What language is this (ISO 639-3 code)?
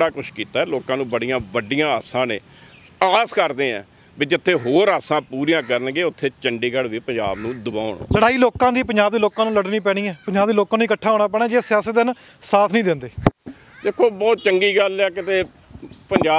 pan